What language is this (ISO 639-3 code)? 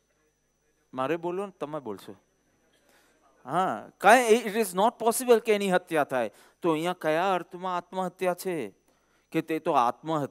guj